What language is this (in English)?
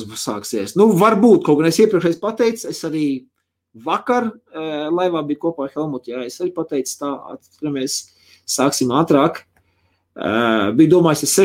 Latvian